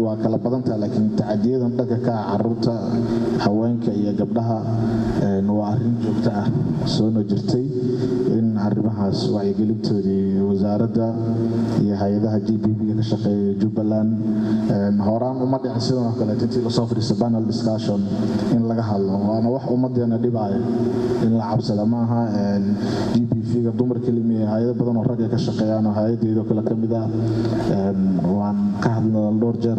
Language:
Somali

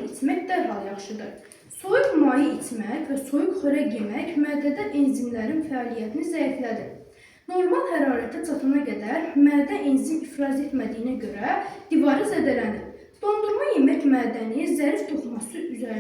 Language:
Azerbaijani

